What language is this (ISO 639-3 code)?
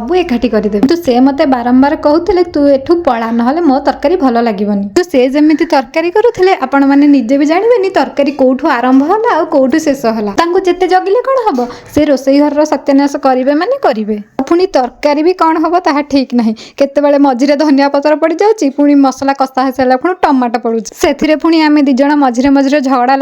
ori